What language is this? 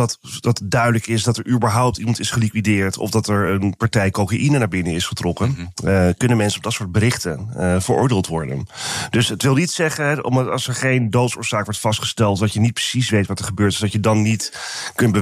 Dutch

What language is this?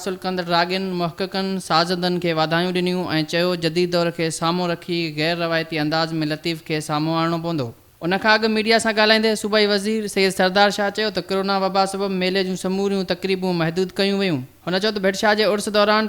Sindhi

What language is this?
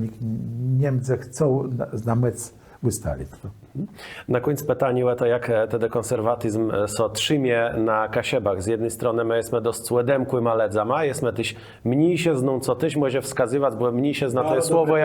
Kashubian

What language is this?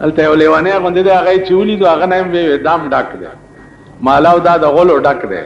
Pashto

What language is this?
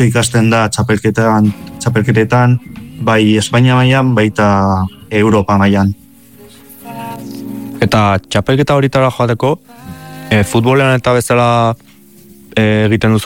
Basque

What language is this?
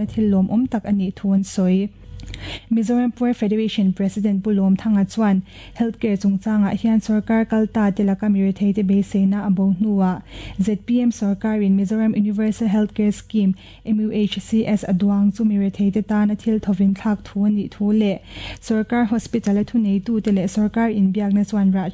Mizo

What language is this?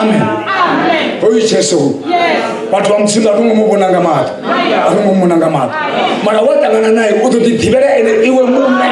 Venda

